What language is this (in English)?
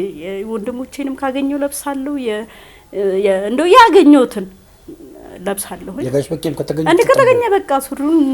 Amharic